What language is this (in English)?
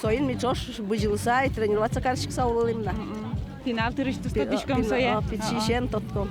Udmurt